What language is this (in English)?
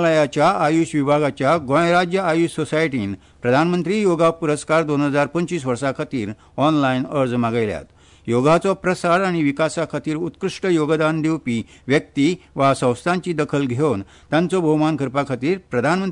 Konkani